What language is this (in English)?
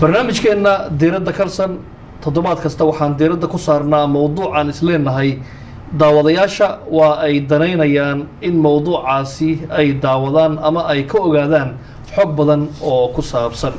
Somali